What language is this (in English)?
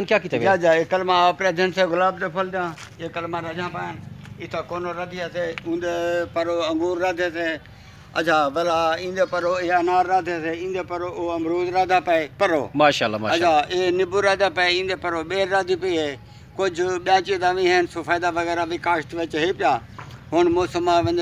Saraiki